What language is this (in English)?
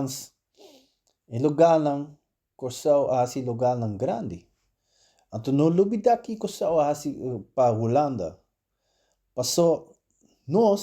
Papiamento